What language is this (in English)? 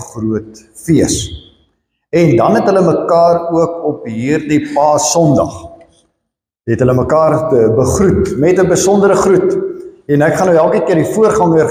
Afrikaans